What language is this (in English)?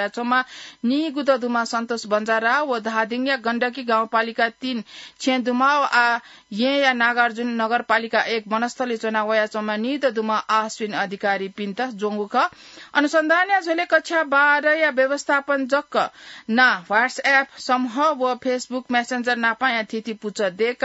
Newari